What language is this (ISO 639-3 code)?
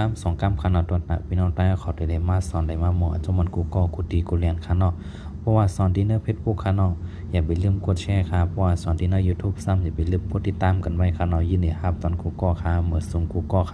shn